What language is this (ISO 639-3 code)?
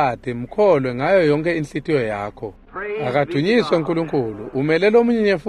ssw